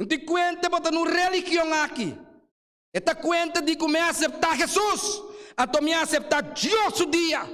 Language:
Papiamento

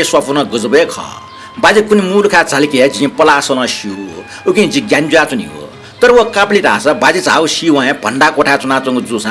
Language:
Newari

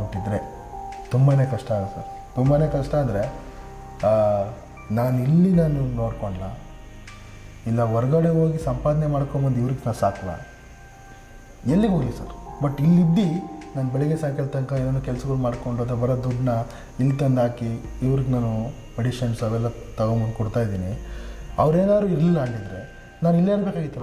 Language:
Kannada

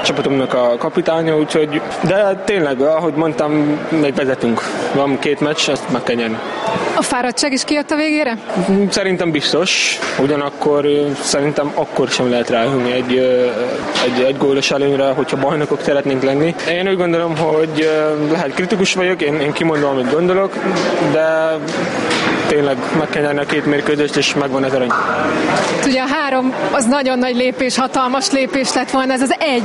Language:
Hungarian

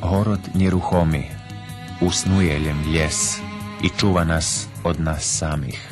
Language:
Rusyn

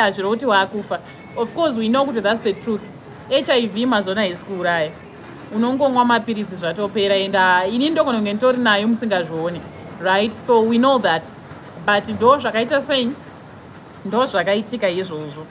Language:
Shona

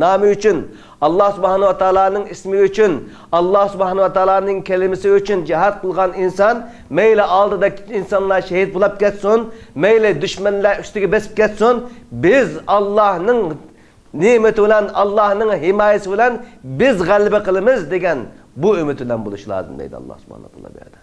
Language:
Uyghur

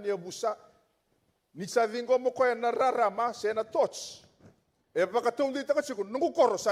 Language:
Fijian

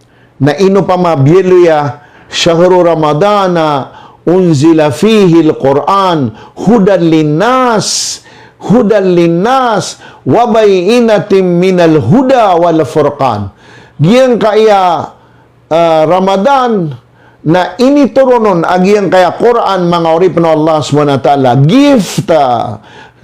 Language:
Maranao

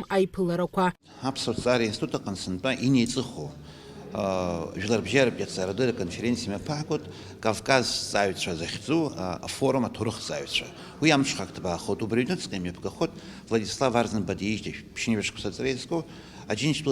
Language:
Abkhazian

